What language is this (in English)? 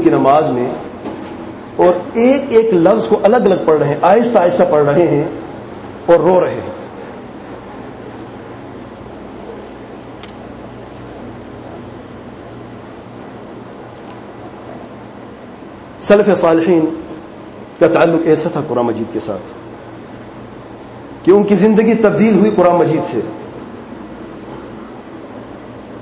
Urdu